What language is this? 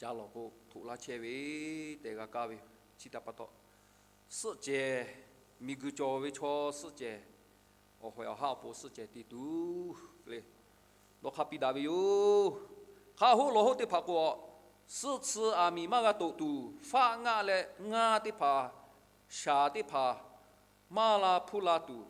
Lahu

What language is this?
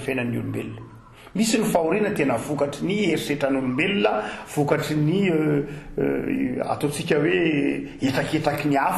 Malagasy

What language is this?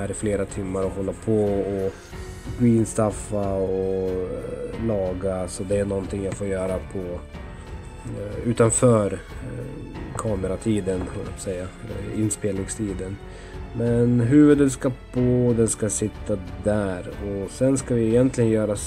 Swedish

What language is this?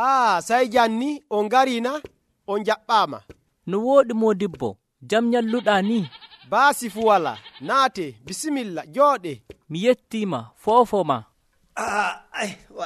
Nigerian Fulfulde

